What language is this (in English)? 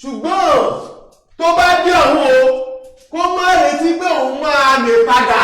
Yoruba